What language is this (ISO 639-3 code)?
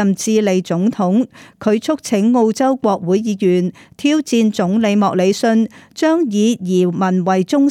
yue